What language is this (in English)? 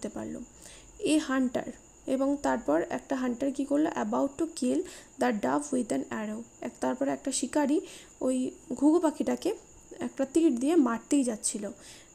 Bangla